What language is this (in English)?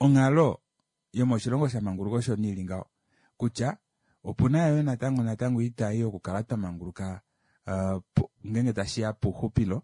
Kuanyama